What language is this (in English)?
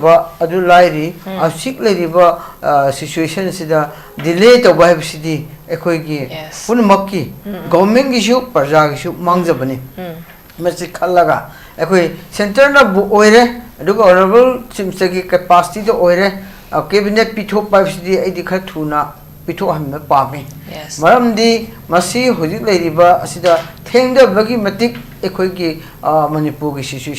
Manipuri